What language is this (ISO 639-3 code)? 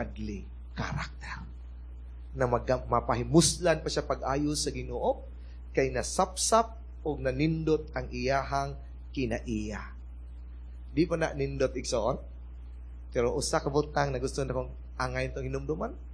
ceb